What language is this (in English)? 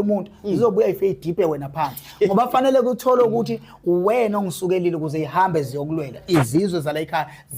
Zulu